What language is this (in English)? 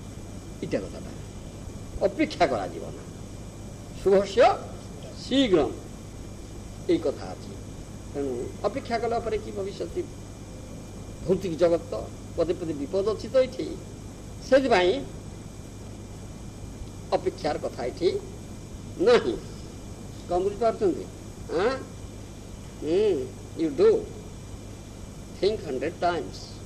Odia